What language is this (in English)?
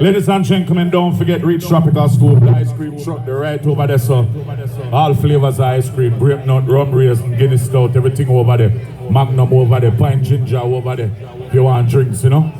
Jamaican Creole English